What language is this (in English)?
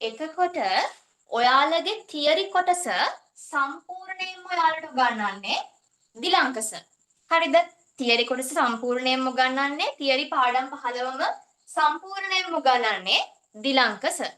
Sinhala